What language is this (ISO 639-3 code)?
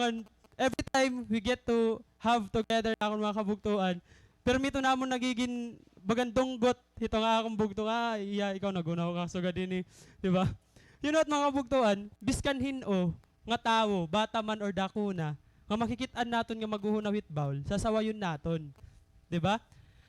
war